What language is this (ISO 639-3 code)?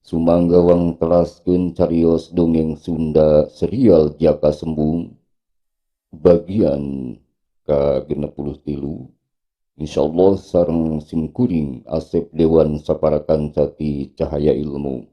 sun